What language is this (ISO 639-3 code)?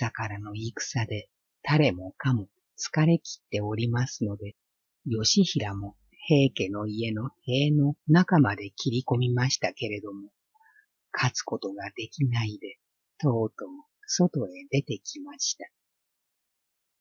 jpn